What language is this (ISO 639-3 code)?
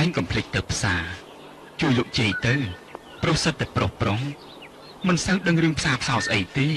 khm